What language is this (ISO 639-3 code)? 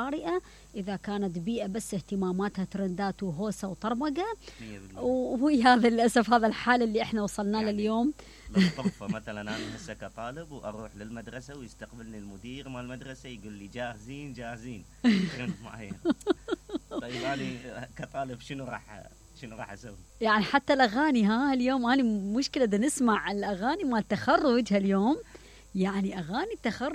acm